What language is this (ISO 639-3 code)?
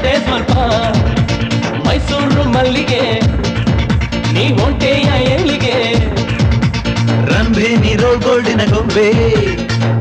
kan